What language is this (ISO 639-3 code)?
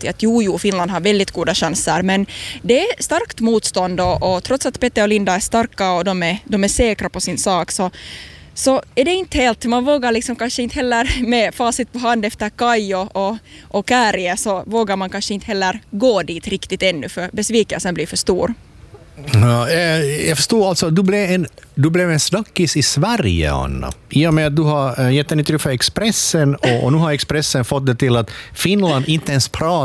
swe